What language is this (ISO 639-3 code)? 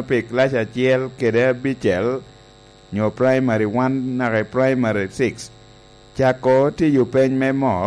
laj